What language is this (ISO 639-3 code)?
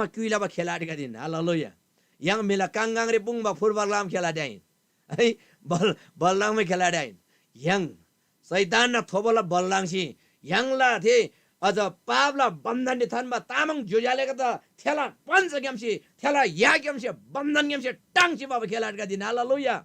taj